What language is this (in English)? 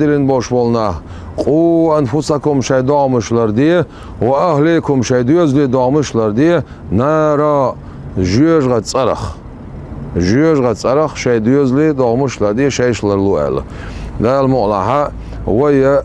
Chechen